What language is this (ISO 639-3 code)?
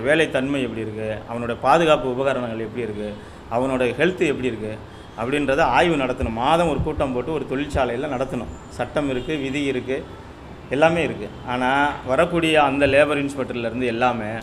tam